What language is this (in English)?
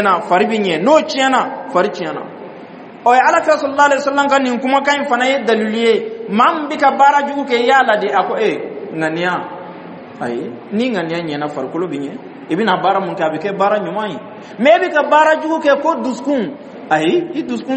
Dyula